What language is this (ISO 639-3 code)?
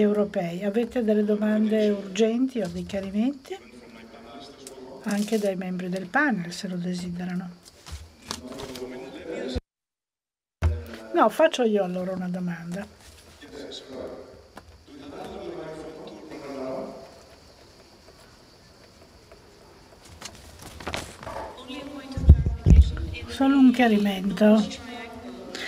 ita